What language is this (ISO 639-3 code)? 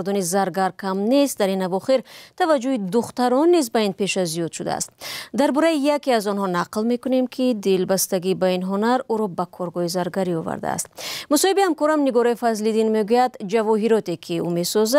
tgk